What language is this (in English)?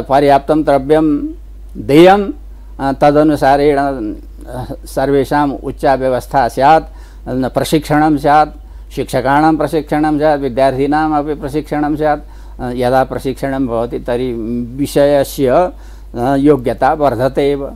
Sanskrit